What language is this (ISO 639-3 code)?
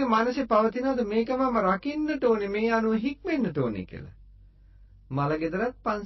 sin